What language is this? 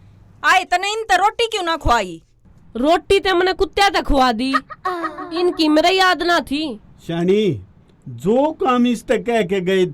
Haryanvi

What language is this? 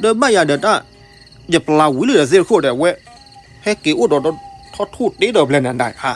S'gaw Karen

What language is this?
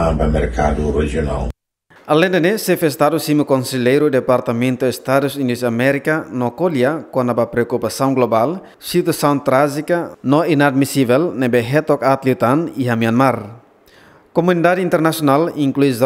Tetum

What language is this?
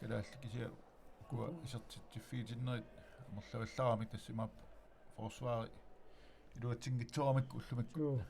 Kalaallisut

